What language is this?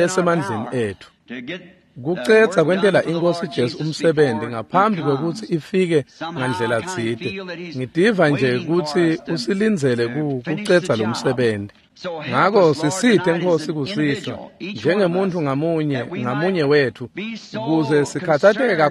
Swati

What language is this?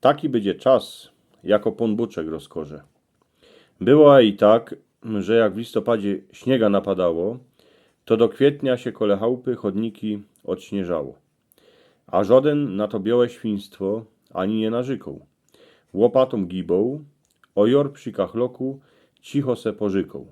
Silesian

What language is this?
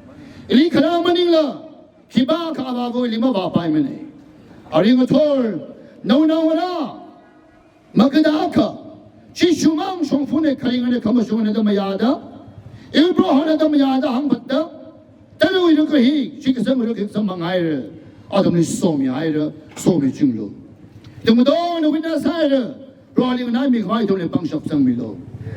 Tangkhul Naga (India)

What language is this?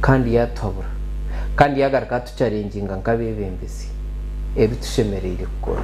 Nyankole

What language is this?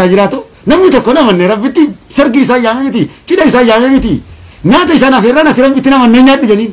Oromo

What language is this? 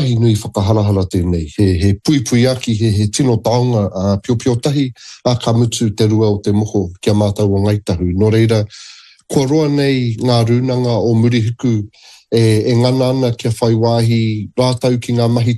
Māori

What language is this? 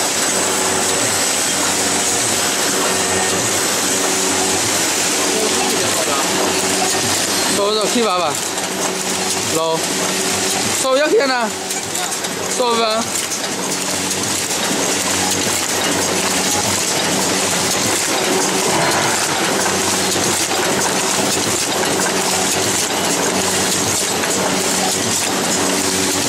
Chinese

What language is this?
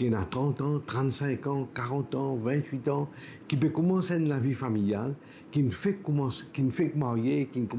Morisyen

